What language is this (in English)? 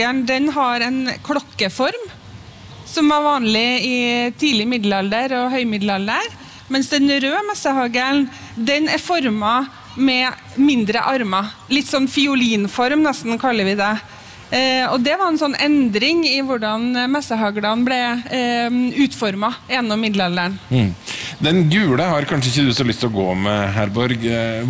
Norwegian